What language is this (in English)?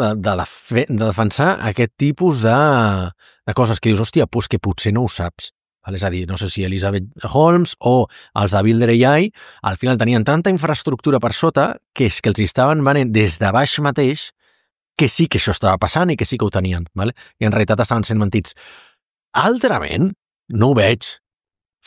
Catalan